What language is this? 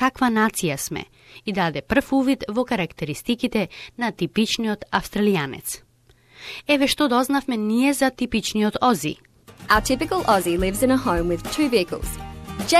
Macedonian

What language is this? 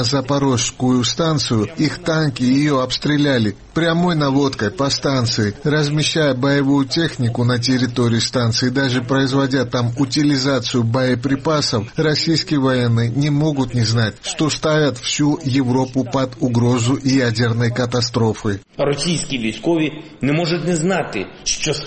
Russian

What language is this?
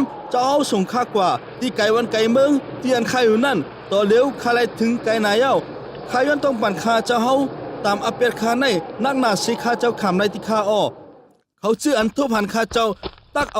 Shan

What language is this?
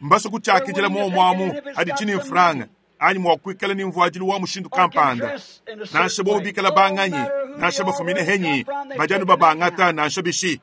Luba-Lulua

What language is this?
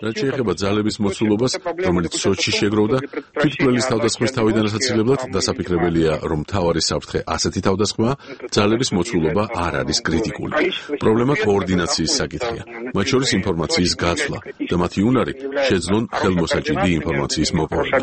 Georgian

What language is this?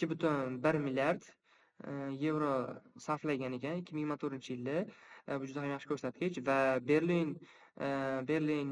Uzbek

